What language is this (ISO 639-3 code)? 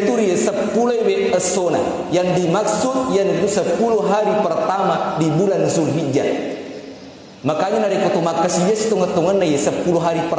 bug